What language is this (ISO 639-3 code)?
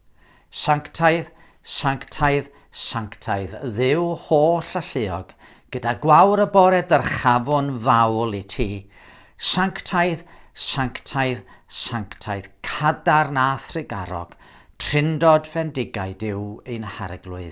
cym